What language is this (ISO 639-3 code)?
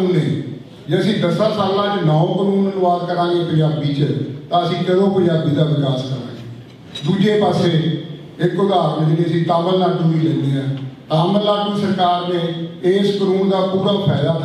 pan